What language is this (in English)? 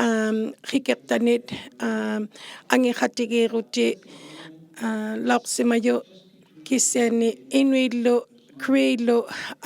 Inuktitut